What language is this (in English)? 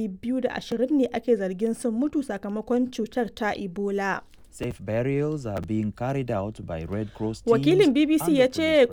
Hausa